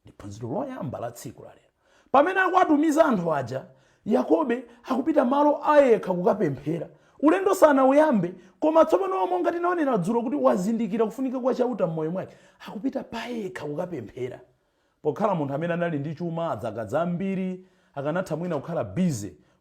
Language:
Nyanja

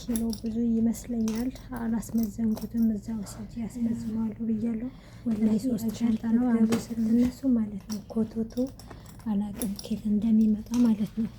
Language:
Amharic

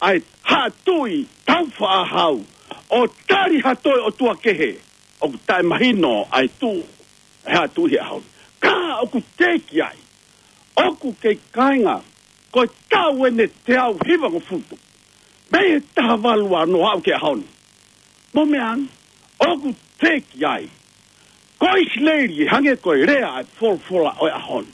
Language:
Tongan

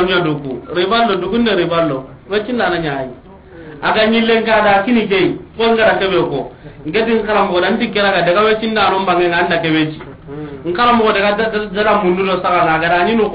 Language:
Soninke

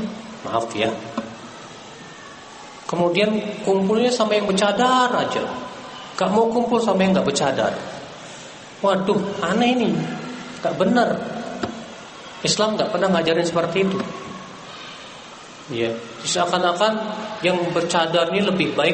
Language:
Indonesian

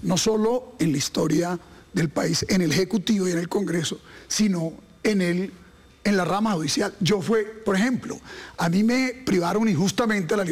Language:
Spanish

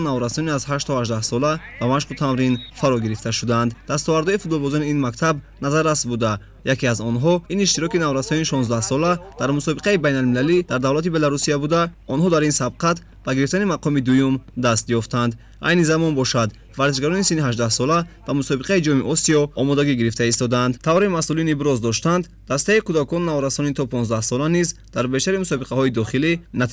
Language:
Tajik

